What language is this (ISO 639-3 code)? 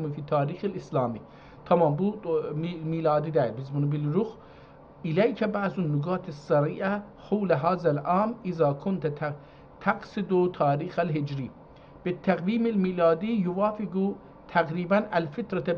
azb